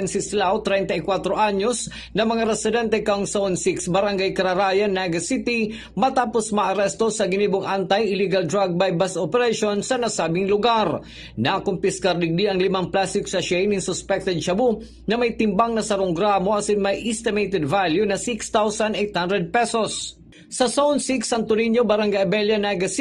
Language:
Bikol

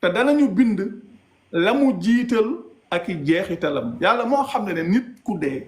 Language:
Wolof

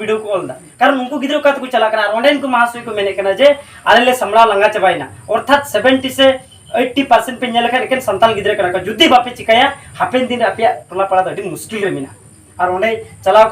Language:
Santali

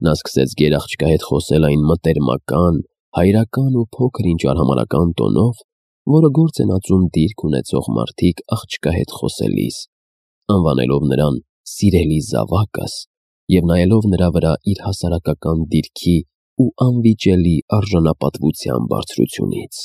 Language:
Armenian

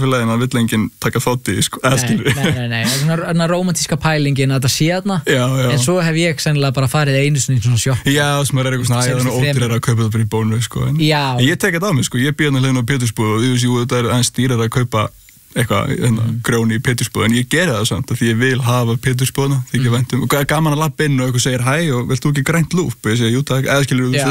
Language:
Icelandic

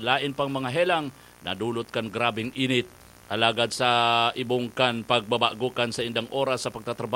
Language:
Bikol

